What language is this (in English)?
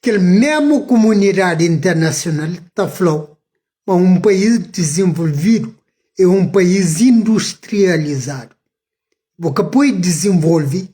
Kabuverdianu